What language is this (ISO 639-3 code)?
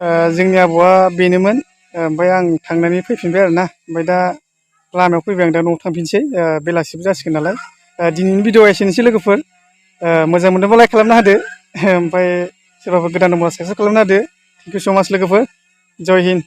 brx